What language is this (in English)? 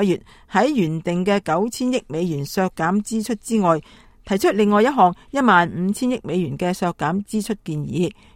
Cantonese